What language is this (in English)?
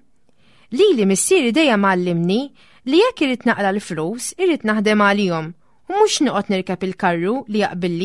Maltese